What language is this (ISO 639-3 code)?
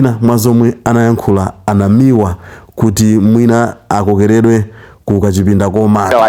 nya